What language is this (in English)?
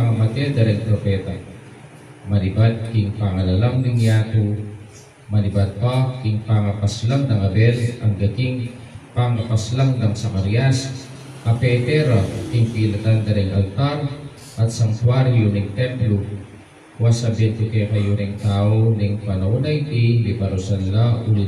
Pampanga